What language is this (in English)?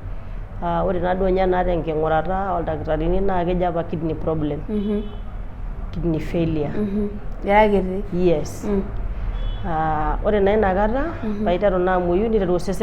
Masai